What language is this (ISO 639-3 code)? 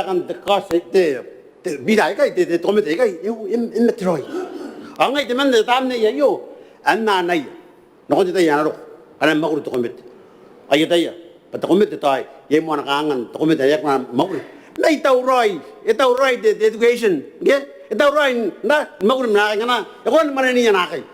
gil